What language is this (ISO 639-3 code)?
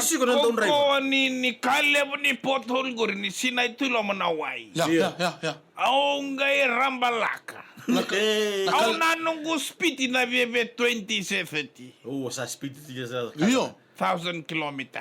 fij